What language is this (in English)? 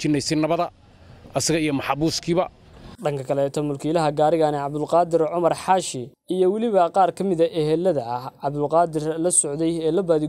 Somali